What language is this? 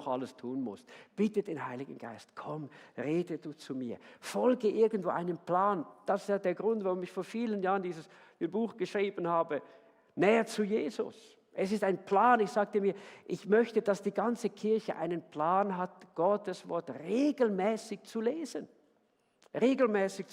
Swiss German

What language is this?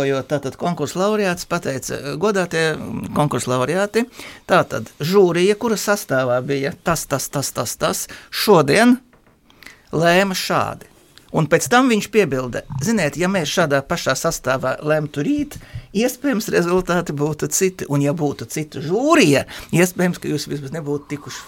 Latvian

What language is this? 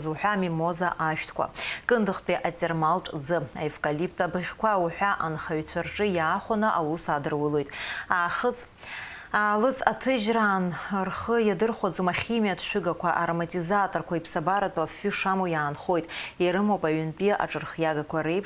Abkhazian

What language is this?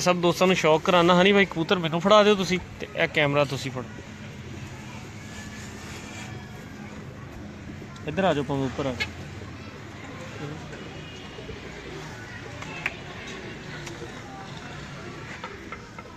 Punjabi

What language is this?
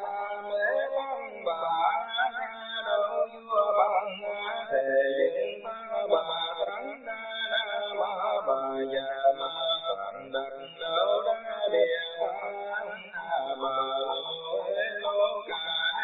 Vietnamese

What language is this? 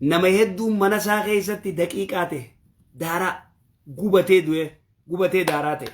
Oromo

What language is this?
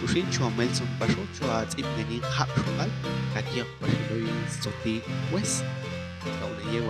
Popti'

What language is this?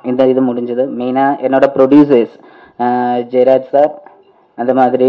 Tamil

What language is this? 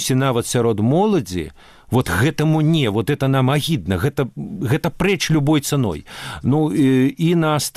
Belarusian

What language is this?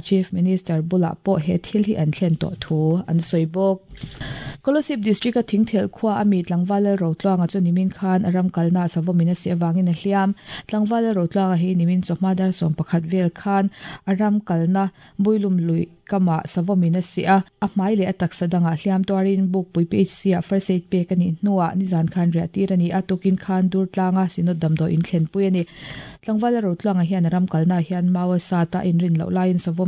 Mizo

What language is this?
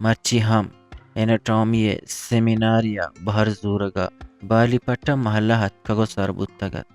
Eastern Balochi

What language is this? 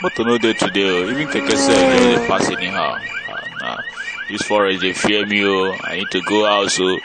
Nigerian Pidgin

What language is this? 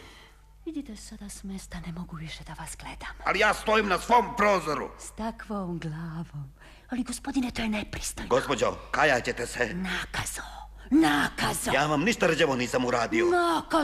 Serbian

